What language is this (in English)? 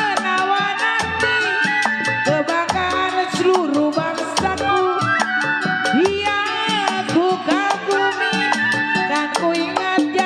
Betawi